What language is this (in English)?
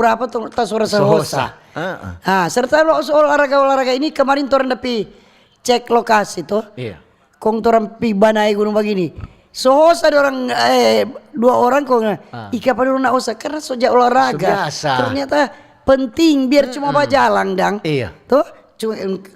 Manado Malay